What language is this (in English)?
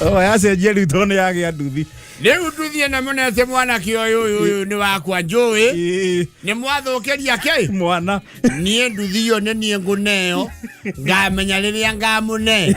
Kikuyu